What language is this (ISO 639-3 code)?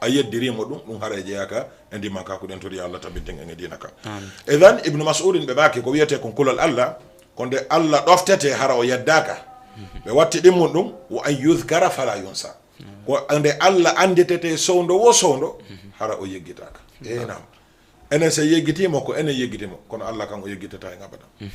ful